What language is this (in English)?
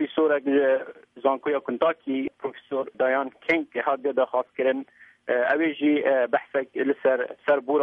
Kurdish